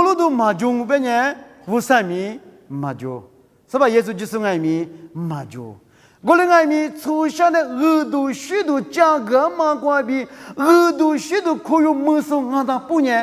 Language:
Lisu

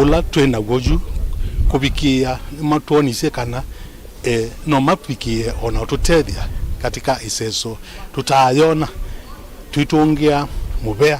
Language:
Kamba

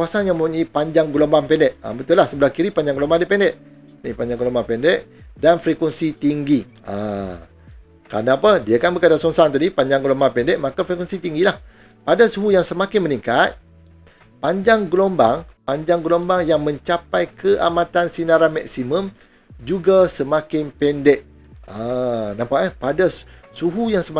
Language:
Malay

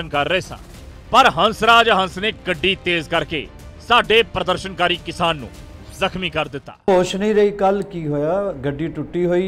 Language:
Punjabi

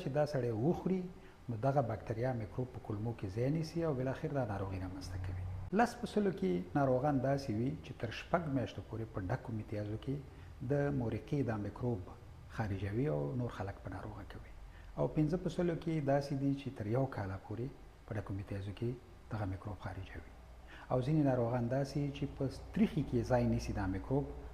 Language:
Pashto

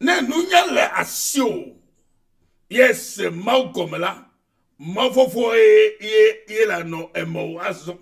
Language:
Ewe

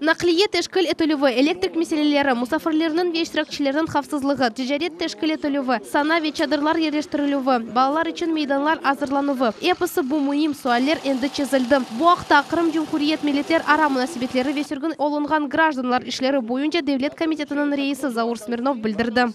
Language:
Crimean Tatar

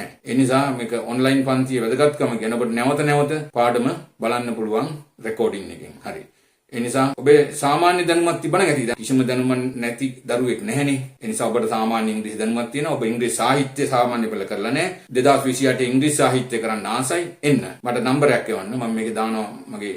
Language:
Sinhala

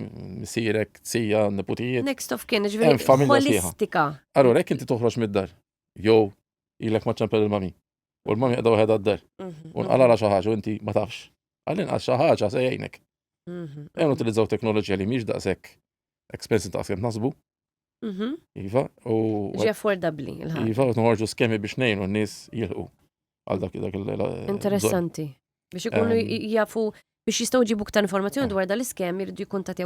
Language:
Maltese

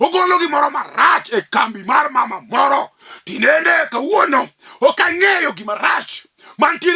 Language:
Luo (Kenya and Tanzania)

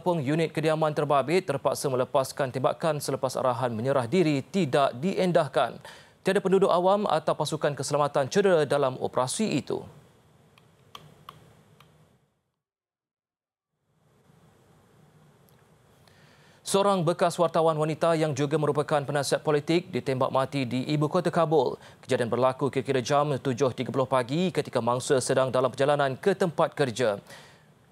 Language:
Malay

